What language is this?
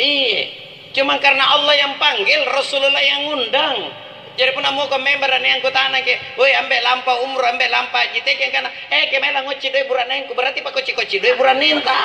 Makasar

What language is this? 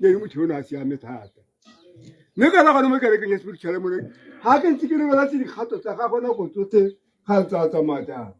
Tswana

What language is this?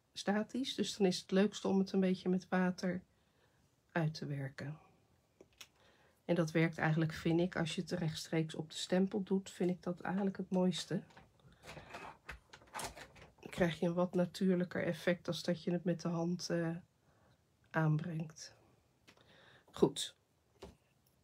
Dutch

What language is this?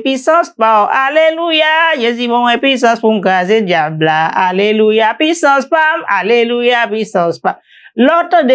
Haitian Creole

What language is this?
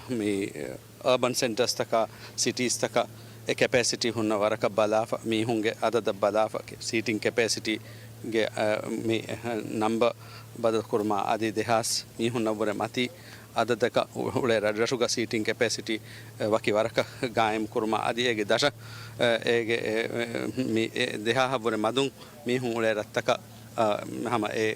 Divehi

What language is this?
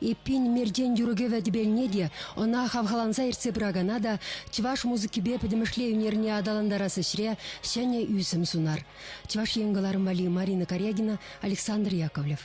Chuvash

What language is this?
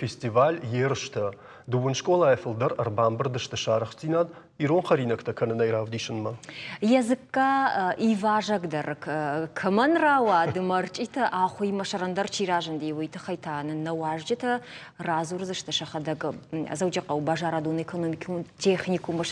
Ossetic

